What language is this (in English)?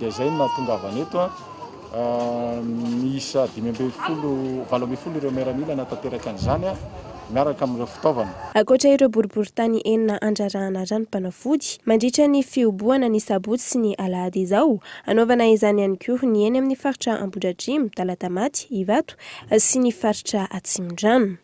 Malagasy